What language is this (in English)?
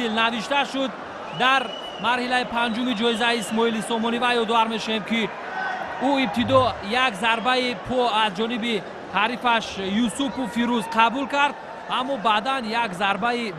Tajik